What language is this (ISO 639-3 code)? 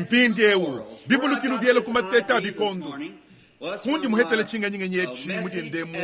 lua